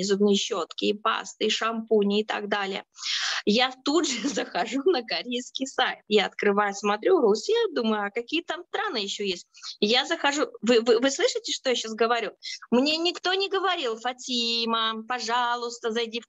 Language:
Russian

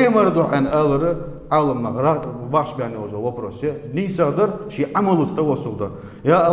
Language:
Ingush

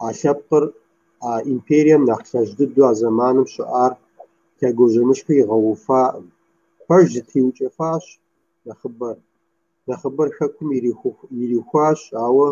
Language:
Kabardian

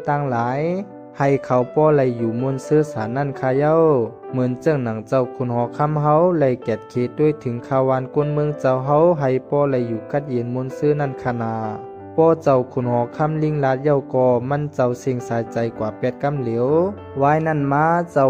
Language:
Shan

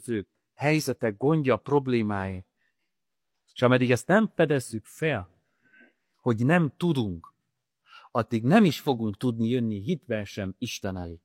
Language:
Hungarian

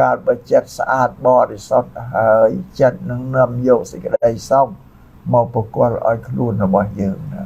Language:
Khmer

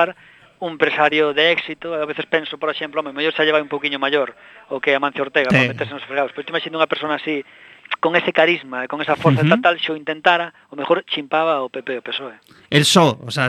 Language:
Galician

